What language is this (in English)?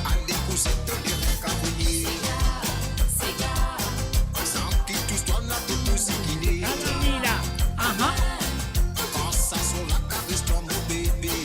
Morisyen